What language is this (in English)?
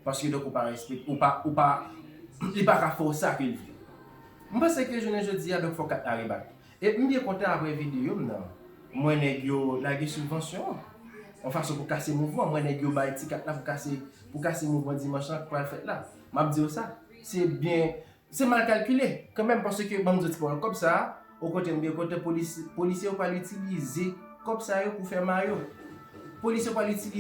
Haitian Creole